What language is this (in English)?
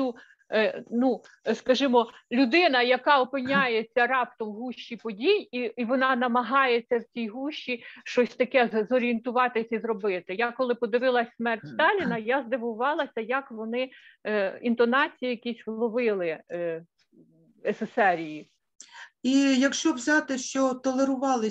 Ukrainian